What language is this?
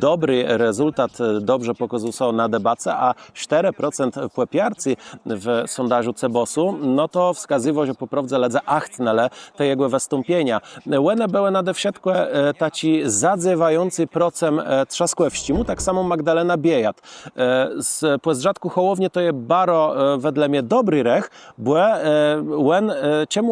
Kashubian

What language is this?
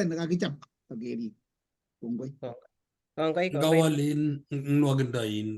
Kalenjin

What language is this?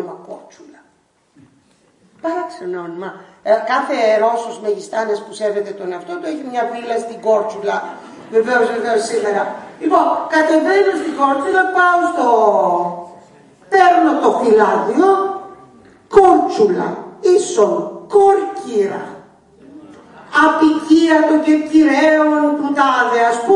Greek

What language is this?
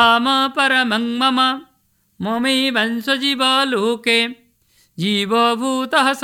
Sanskrit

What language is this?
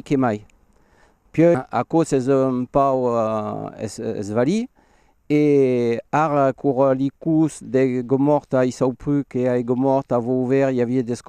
Occitan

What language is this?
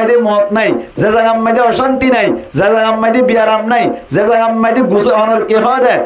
Rohingya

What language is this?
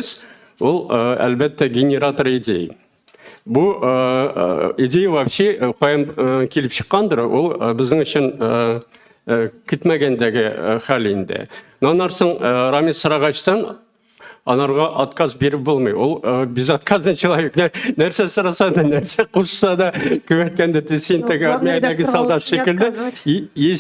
Tatar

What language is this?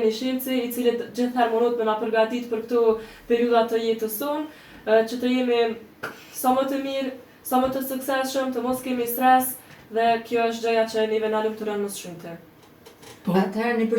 Albanian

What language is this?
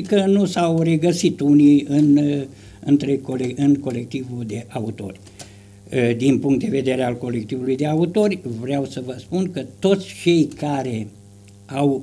Romanian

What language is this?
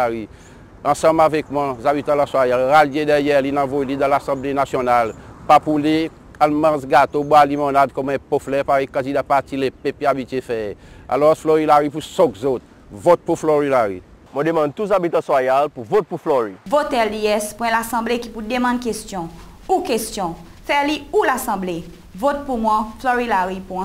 Seselwa Creole French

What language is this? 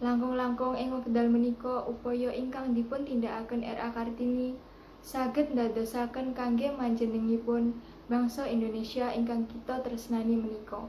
Javanese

